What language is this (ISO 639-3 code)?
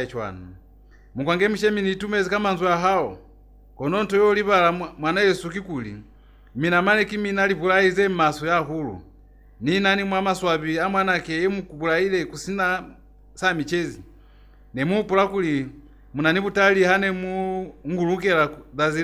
loz